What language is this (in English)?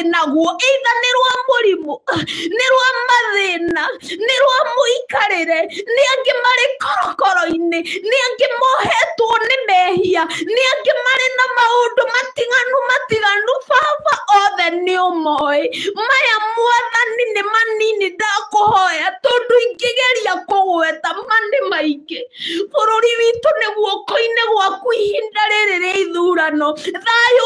Kikuyu